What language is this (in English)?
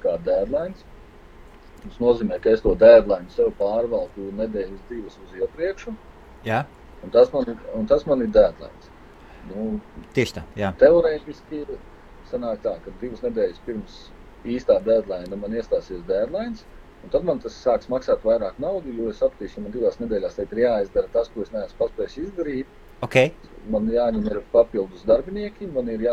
Latvian